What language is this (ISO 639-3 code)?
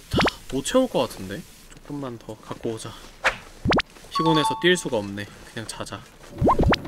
kor